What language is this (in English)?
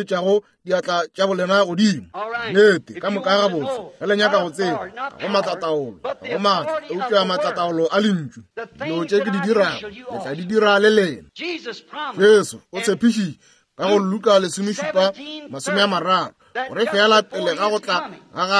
Northern Sotho